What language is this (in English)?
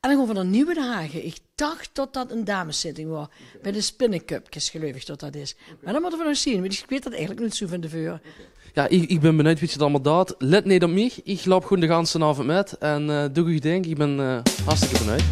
Limburgish